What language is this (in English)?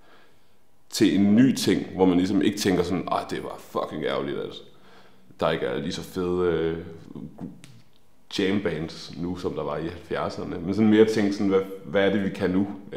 Danish